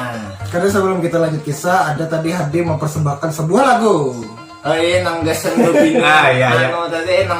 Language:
Banjar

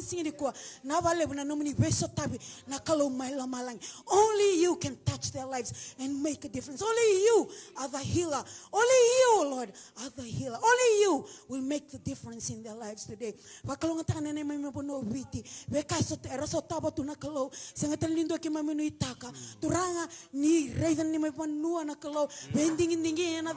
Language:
Fijian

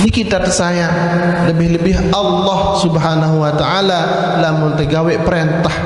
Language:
Sasak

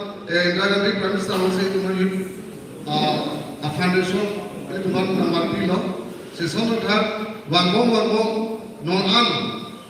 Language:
Karbi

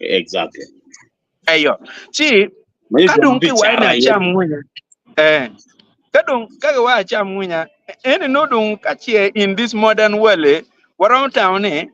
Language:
Acoli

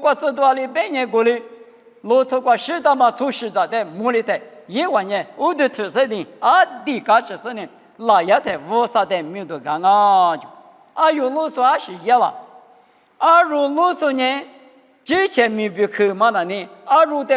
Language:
Lisu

